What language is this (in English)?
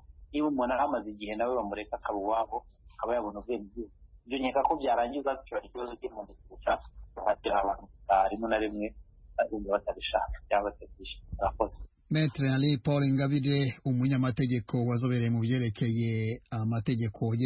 Kinyarwanda